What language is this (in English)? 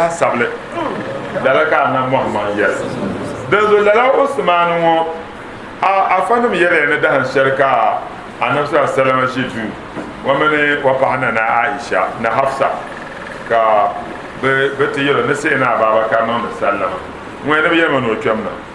Dagbani